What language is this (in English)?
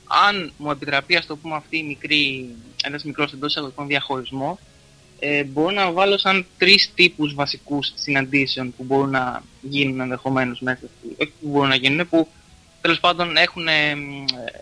Greek